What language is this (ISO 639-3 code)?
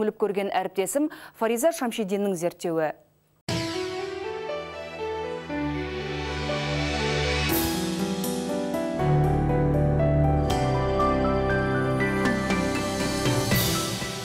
kaz